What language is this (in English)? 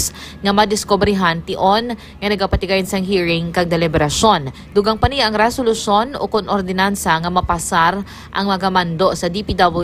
Hiligaynon